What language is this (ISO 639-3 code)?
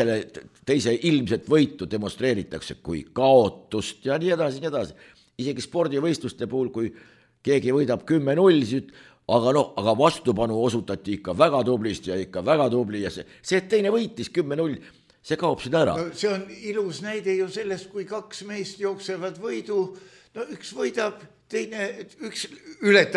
est